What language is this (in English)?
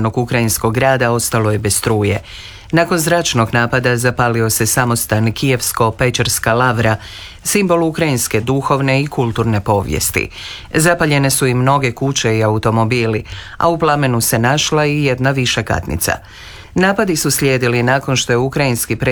Croatian